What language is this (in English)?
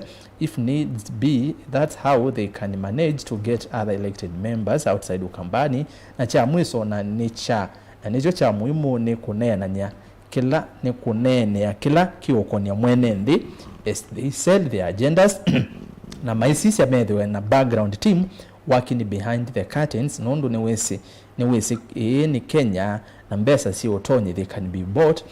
Kamba